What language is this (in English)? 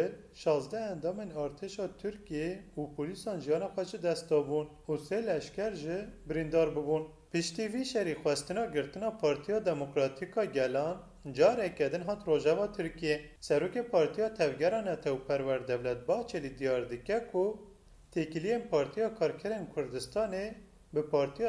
Kurdish